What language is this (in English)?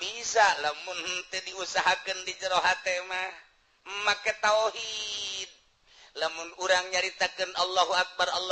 Sundanese